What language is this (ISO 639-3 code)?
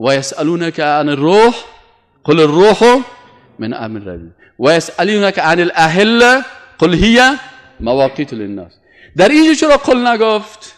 fas